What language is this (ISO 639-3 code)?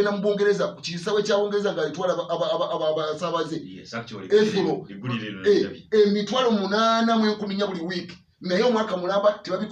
lug